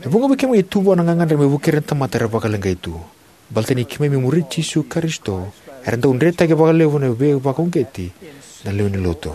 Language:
Fijian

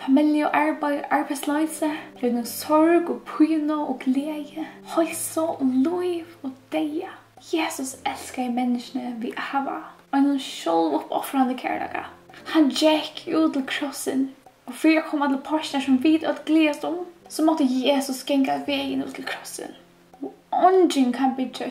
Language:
Faroese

